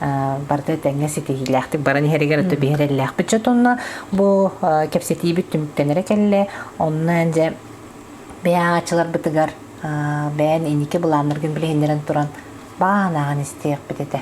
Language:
Yakut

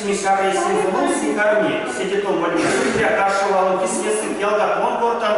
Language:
Erzya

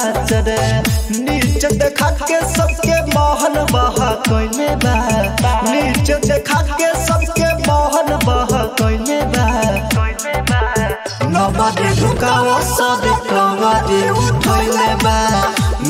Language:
Bhojpuri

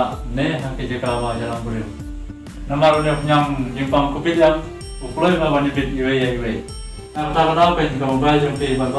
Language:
Khasi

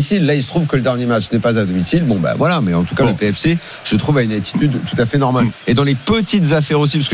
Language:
French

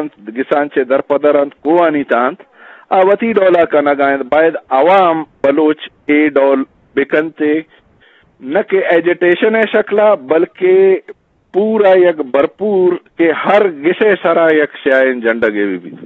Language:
Eastern Balochi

